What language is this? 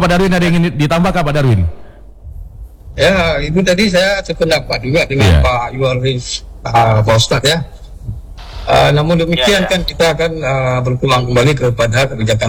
Indonesian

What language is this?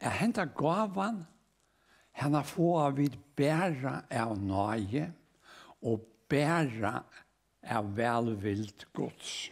Faroese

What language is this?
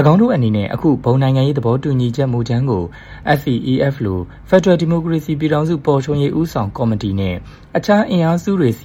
Burmese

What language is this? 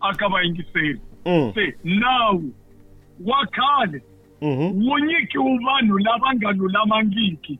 Tsonga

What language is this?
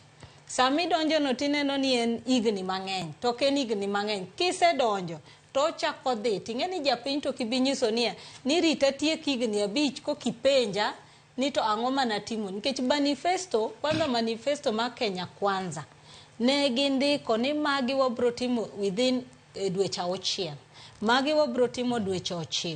Luo (Kenya and Tanzania)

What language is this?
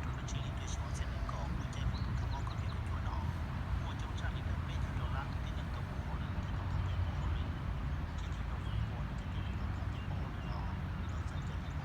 Hmong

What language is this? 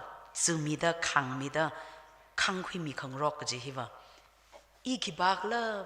Tangkhul Naga (India)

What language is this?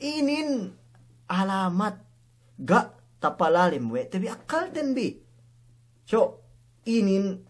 Yakan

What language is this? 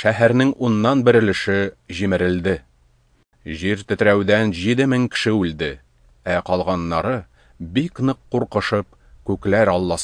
Tatar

